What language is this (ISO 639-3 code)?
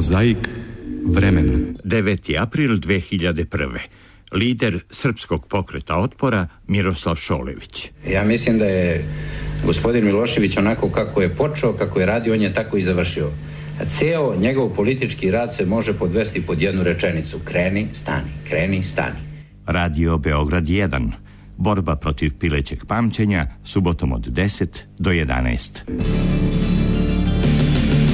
srp